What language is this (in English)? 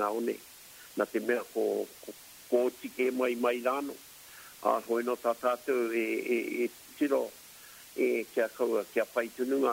Māori